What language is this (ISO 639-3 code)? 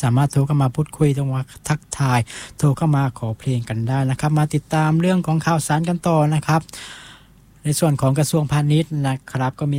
tha